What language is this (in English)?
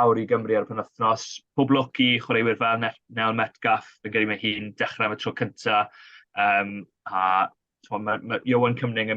Welsh